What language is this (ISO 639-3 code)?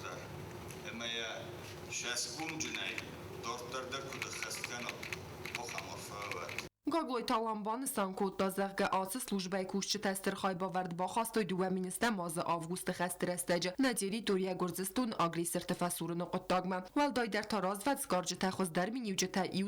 oss